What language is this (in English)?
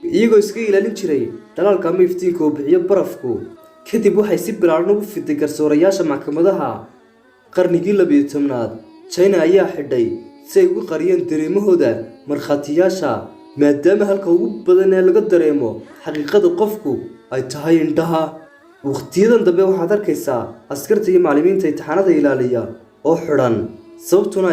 Somali